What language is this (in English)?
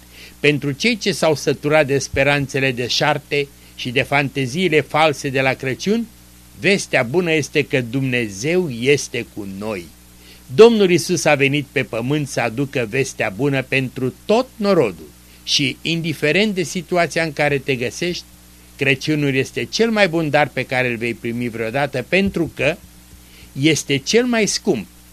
Romanian